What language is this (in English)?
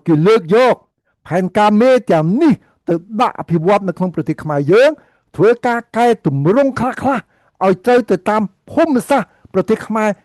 Khmer